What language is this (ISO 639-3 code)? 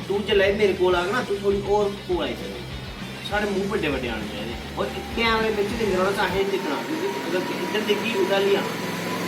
doi